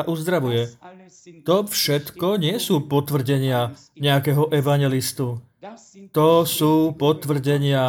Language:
Slovak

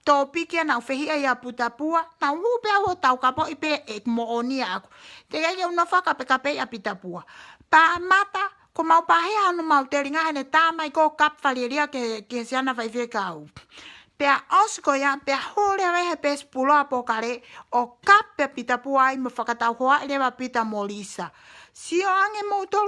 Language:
Tongan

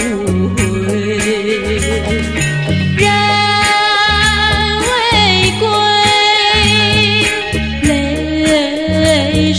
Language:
Chinese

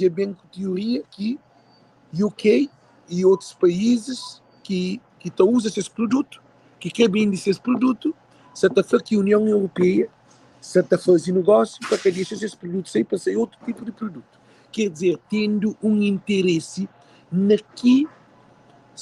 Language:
Kabuverdianu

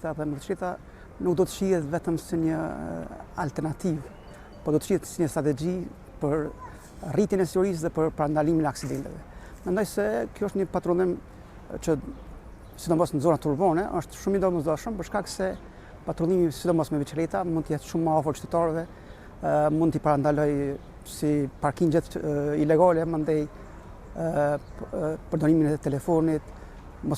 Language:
Albanian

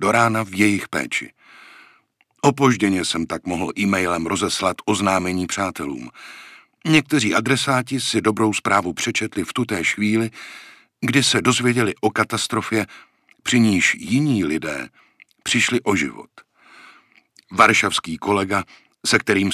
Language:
Czech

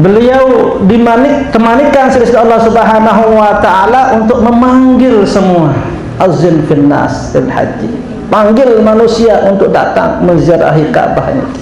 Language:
Sasak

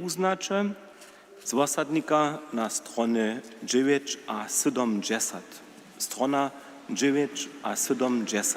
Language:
Upper Sorbian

